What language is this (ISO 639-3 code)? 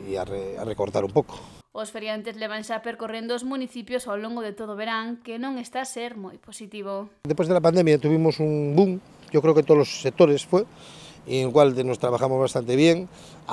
glg